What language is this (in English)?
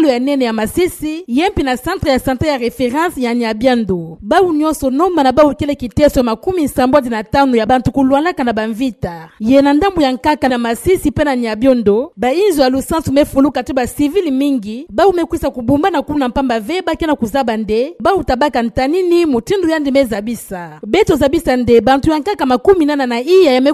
Kituba (Democratic Republic of Congo)